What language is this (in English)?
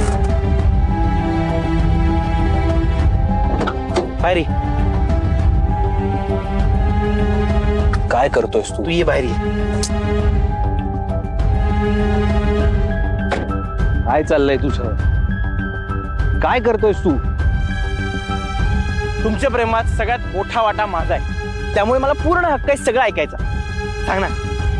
Marathi